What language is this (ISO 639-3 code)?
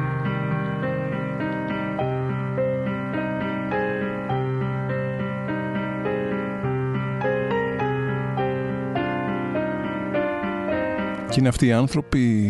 ell